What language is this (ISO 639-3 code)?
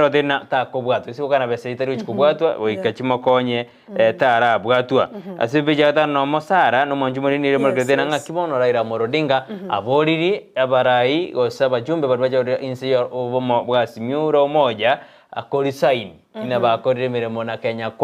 guz